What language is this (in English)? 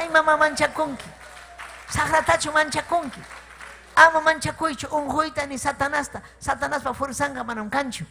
Ayacucho Quechua